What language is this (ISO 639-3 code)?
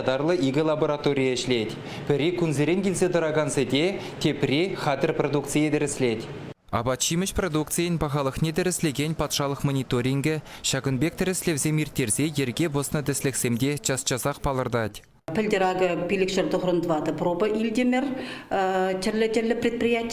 chv